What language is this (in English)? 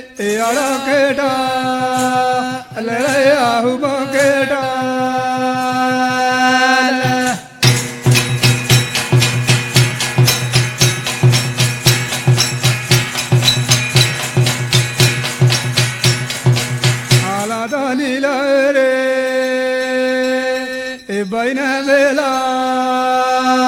Lambadi